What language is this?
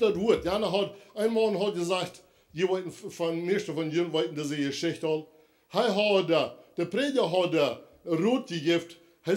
Plautdietsch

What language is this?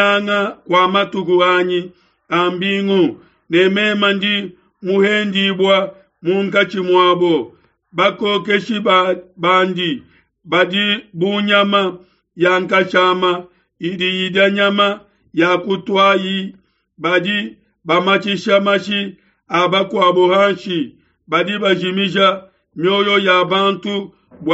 Luba-Lulua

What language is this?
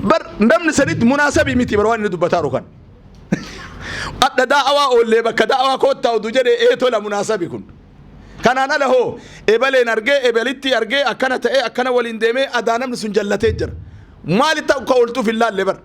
Oromo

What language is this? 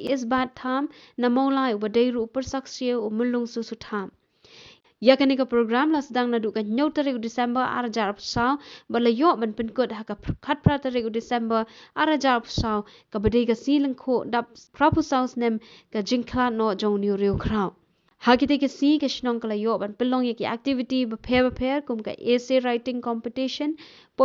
Khasi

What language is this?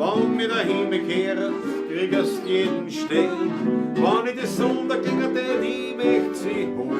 Bavarian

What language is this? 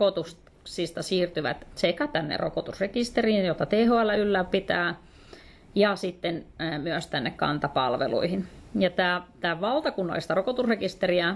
Finnish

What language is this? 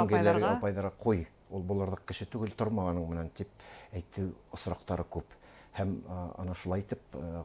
Bashkir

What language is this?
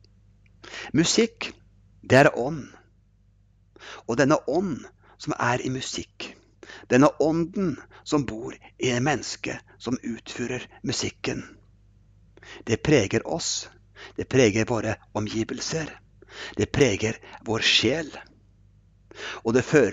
Norwegian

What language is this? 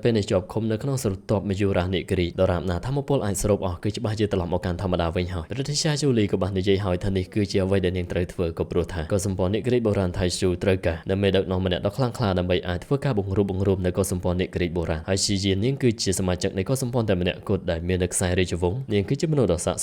Khmer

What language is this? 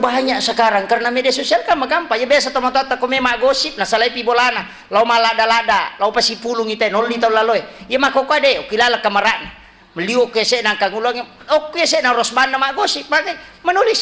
Buginese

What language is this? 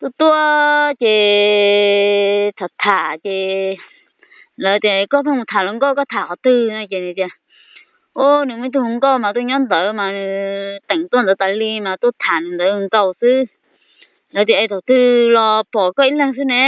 Hmong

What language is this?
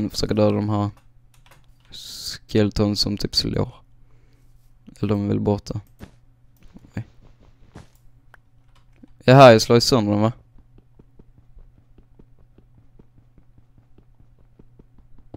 Swedish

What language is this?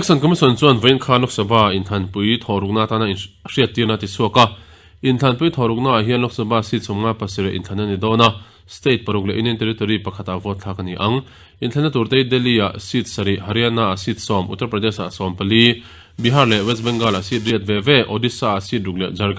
Mizo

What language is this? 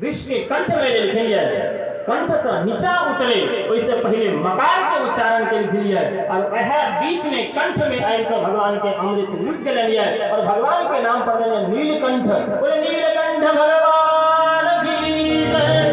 Maithili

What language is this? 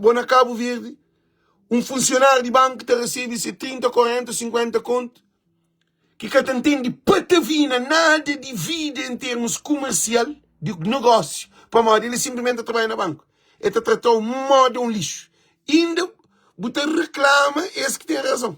Kabuverdianu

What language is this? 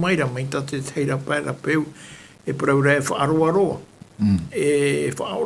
Tahitian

